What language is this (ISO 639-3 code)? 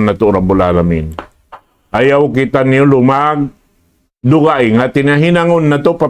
tsg